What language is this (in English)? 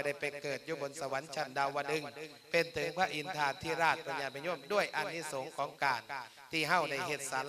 Lao